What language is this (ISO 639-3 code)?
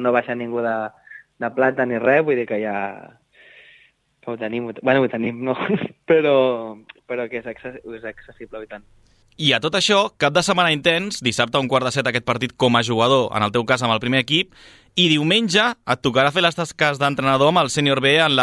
cat